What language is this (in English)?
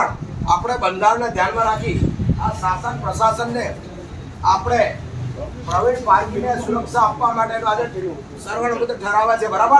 Gujarati